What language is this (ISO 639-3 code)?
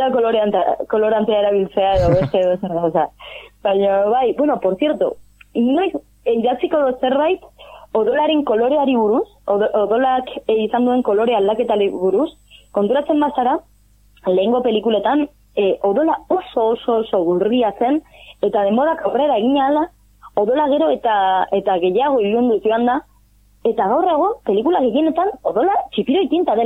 eus